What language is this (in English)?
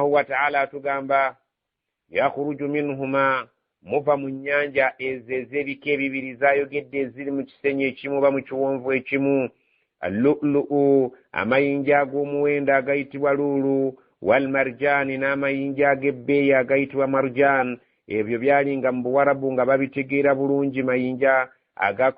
Ganda